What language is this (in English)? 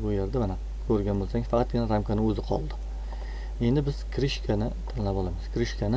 Uzbek